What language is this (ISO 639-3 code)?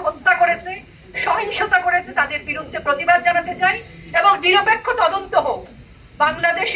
ben